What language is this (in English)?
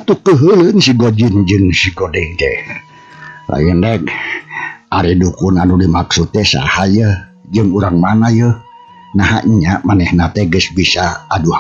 Sundanese